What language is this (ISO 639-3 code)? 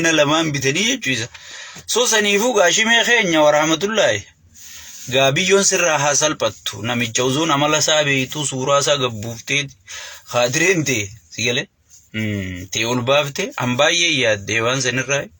orm